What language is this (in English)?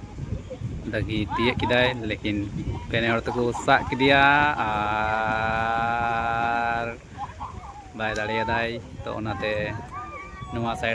Santali